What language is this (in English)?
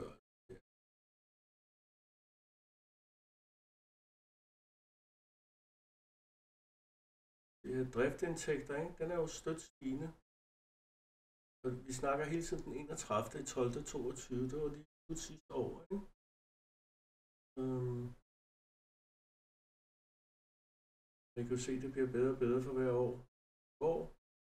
Danish